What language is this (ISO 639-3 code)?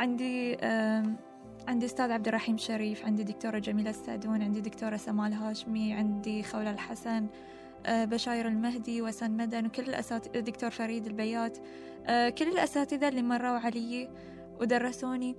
afb